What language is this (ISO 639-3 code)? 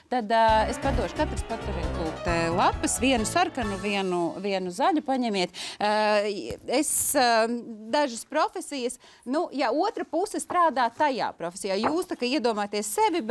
lav